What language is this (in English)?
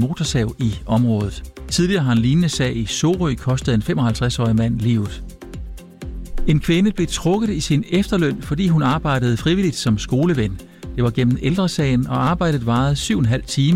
Danish